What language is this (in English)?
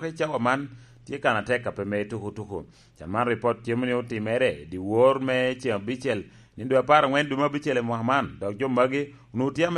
Lango (Uganda)